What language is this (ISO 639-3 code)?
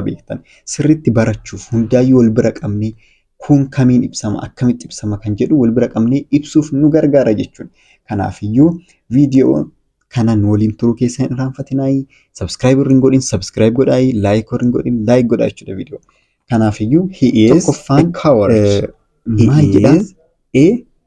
orm